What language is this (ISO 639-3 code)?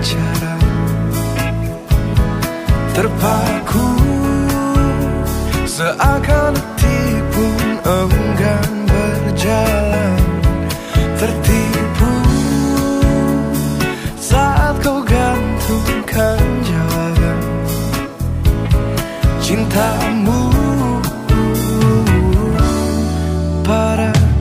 ind